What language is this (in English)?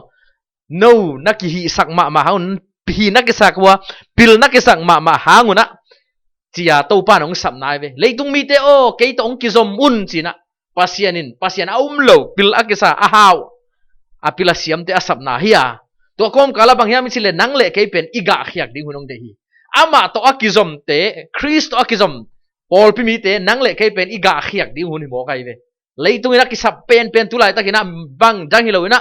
Tedim Chin